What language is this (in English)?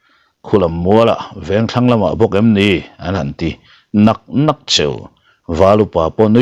Mizo